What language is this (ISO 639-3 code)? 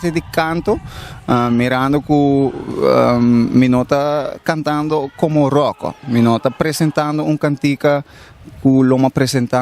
pap